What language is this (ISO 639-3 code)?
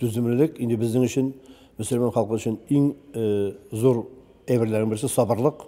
tat